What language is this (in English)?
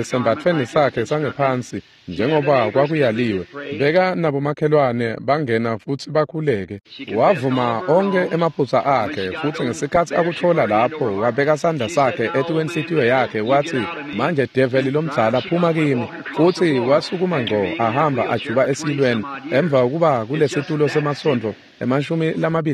Swati